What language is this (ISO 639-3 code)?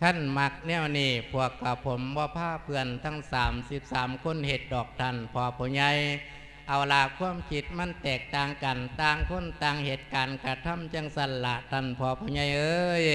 lao